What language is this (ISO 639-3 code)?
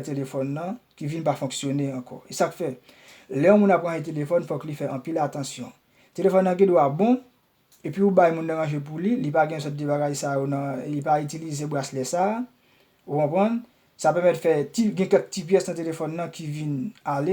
hat